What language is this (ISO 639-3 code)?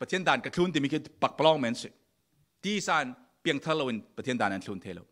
cfm